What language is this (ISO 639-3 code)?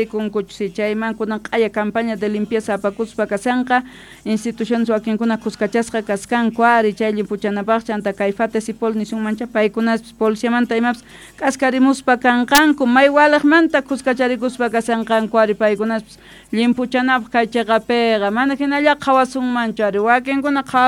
que